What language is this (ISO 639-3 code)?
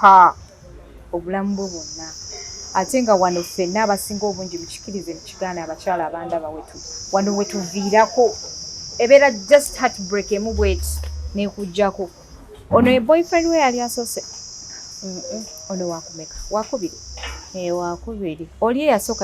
lug